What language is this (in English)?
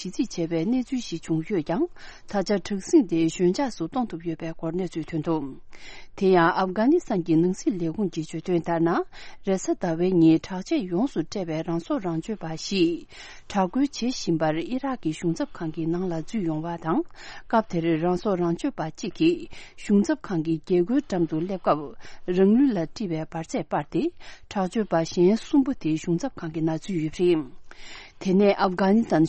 Tibetan